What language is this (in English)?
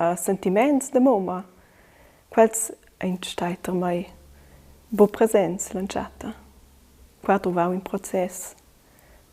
Romansh